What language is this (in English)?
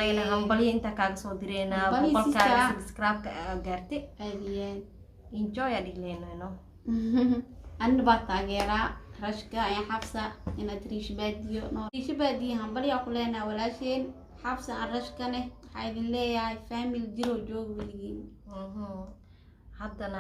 Somali